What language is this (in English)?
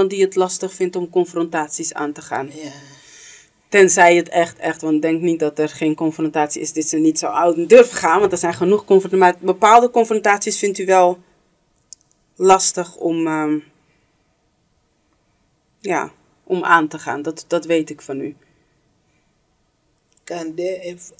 Dutch